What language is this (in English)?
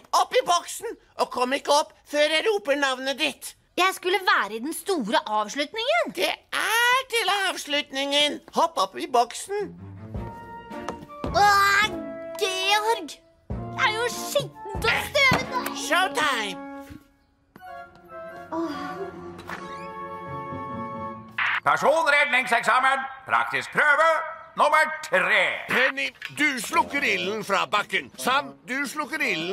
Norwegian